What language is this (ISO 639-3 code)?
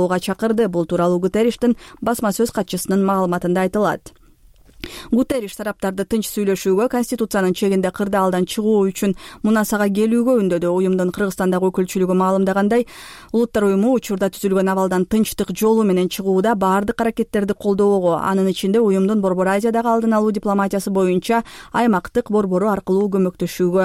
kir